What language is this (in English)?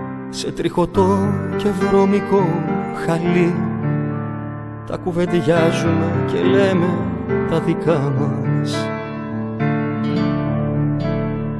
Greek